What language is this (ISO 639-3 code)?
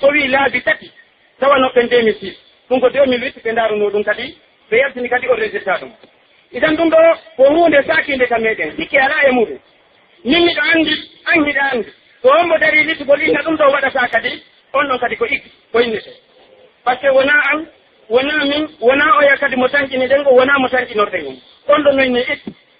fuf